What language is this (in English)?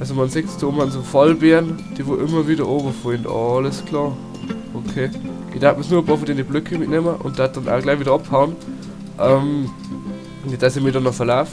Bavarian